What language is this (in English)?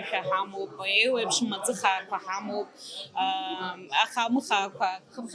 Abkhazian